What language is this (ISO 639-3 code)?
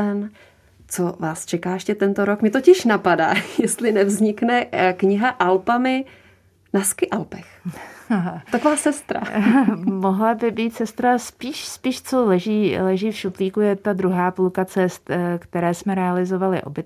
ces